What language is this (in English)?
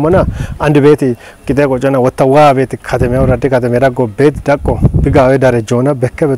Kafa